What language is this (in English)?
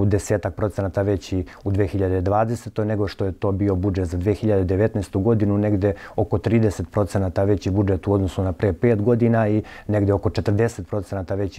Serbian